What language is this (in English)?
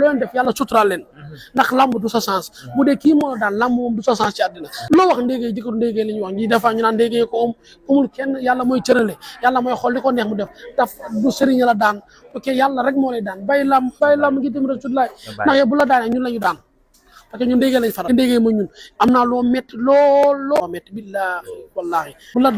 Wolof